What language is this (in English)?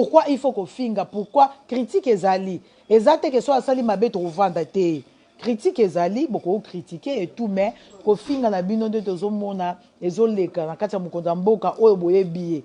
Lingala